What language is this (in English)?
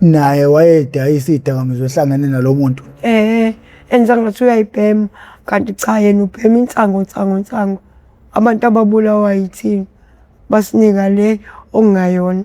Zulu